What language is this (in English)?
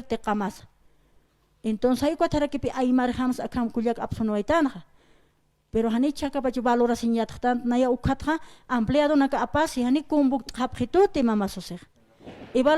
Aymara